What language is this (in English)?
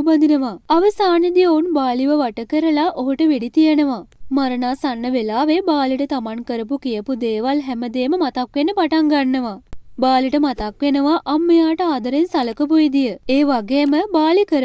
Sinhala